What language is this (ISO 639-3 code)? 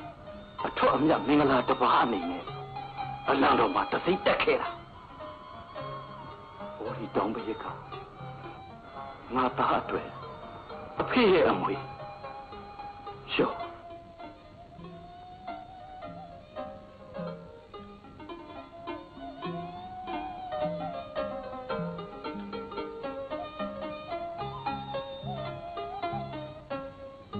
mya